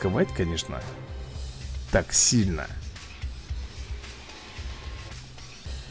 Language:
Russian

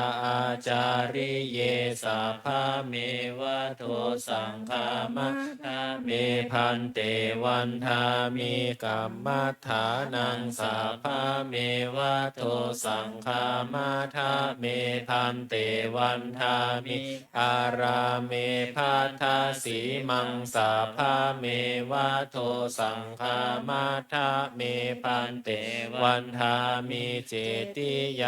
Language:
Pali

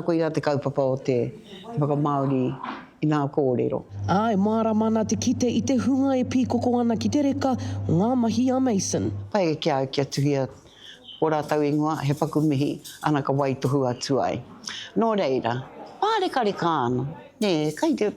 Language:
Māori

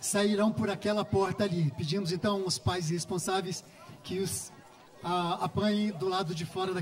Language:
Portuguese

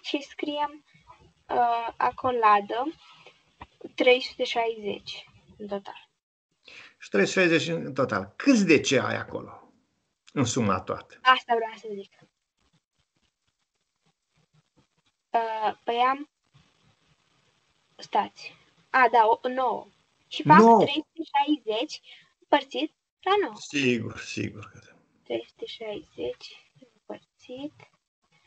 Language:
Romanian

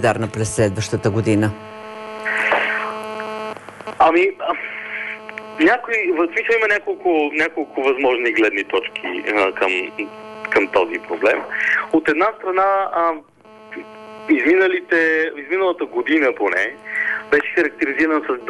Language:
Bulgarian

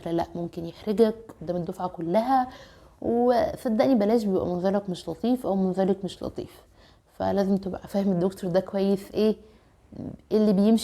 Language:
Egyptian Arabic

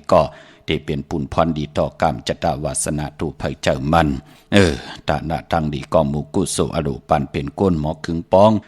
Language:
Shan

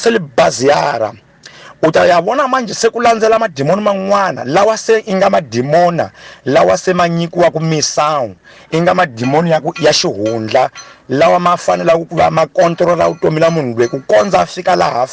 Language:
Tsonga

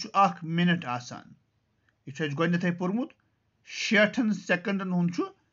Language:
Kashmiri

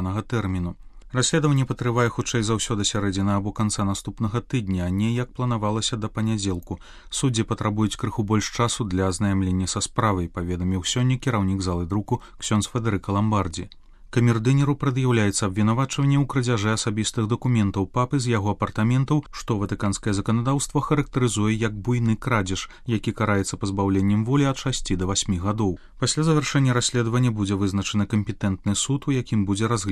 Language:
Belarusian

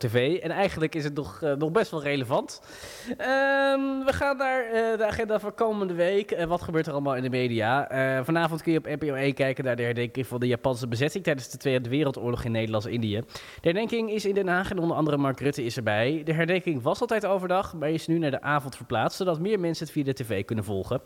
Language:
Dutch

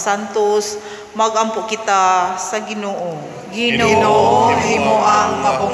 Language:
Cebuano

